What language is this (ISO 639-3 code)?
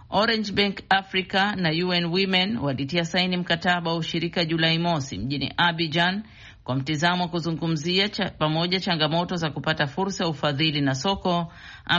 swa